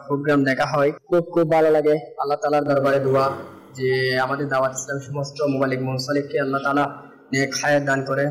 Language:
Bangla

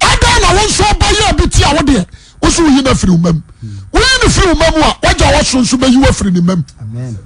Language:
Akan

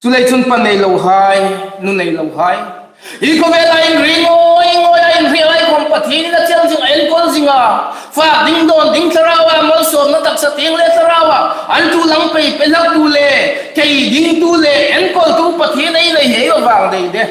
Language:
Hmar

